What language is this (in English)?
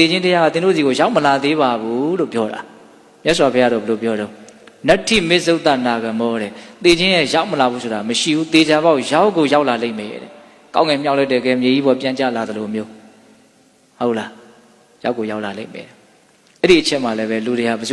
Burmese